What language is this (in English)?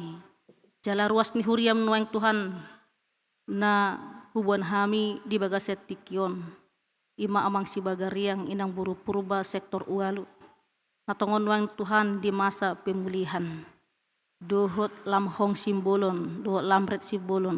Batak Toba